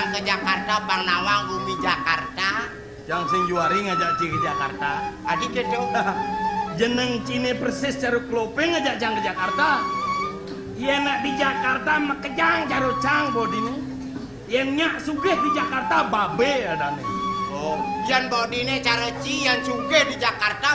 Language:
Balinese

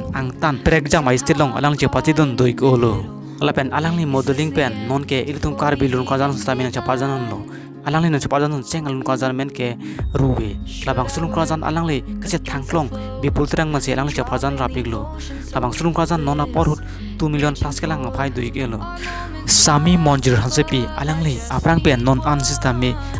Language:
Karbi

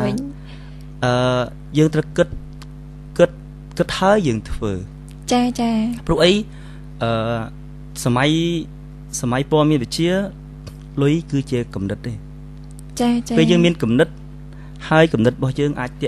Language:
Khmer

